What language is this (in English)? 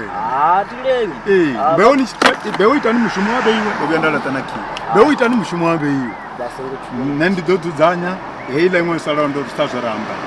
Venda